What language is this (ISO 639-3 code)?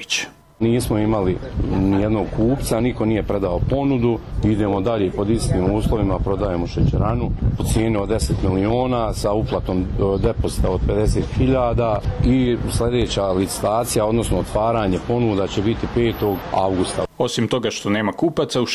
bos